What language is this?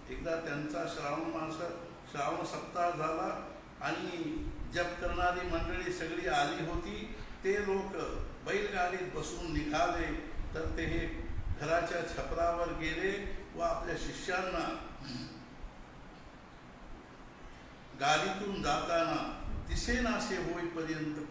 Marathi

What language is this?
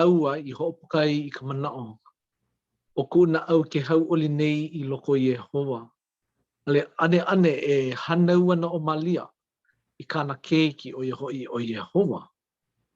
Hawaiian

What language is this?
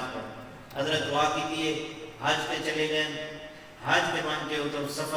Saraiki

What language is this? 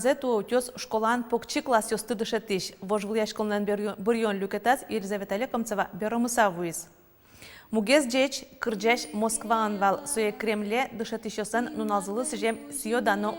Udmurt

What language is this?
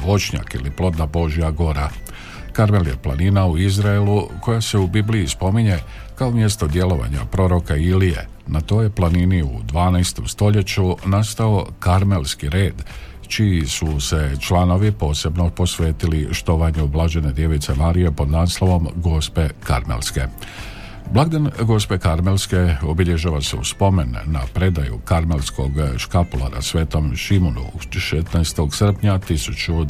Croatian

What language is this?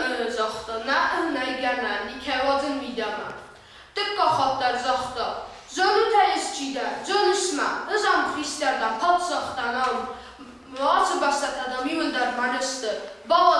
Ossetic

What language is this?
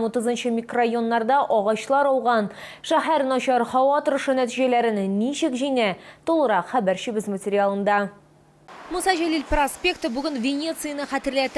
Tatar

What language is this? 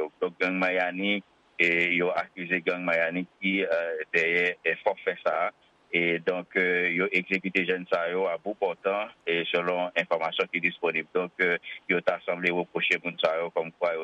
Haitian Creole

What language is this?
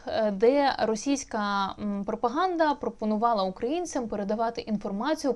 Ukrainian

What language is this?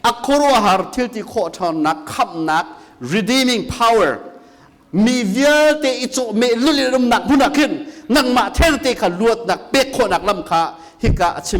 Hakha Chin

